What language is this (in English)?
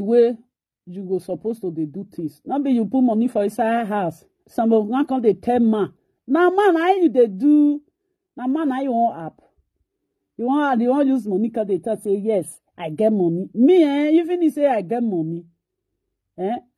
Nigerian Pidgin